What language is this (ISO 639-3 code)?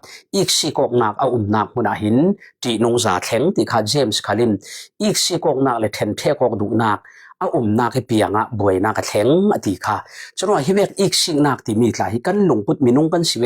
cfm